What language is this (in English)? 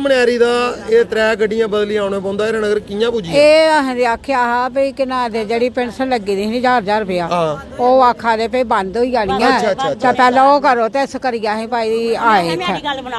Dogri